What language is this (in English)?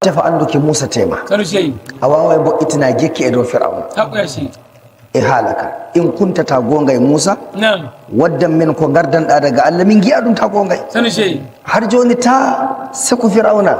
Nigerian Fulfulde